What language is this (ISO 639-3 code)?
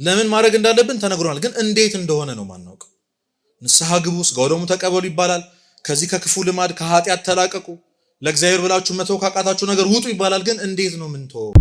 amh